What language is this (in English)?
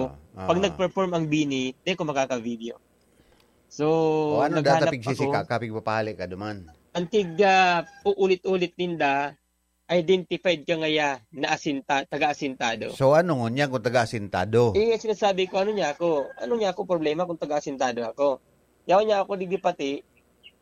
Bikol